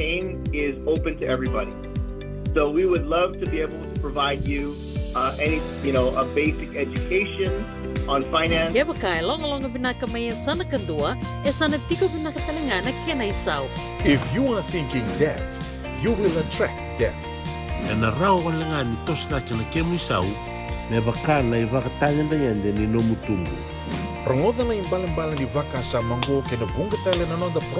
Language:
Fijian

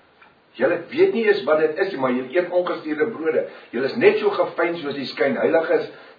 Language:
Afrikaans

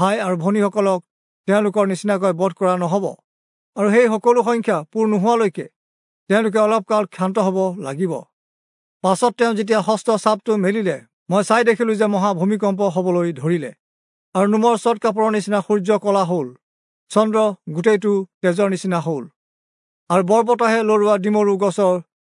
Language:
Assamese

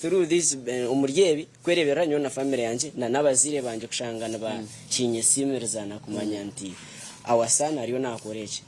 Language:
Nyankole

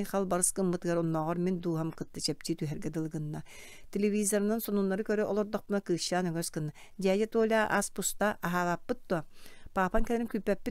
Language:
Yakut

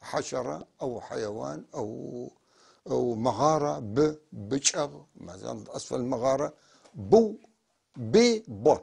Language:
North Levantine Arabic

